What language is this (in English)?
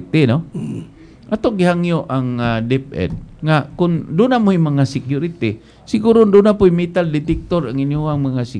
Cebuano